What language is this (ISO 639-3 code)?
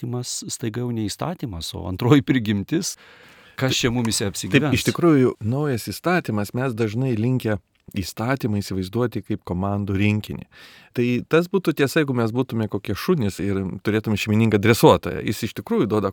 lit